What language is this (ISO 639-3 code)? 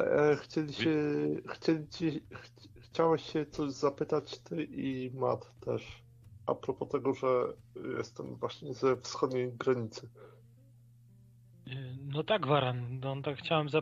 pol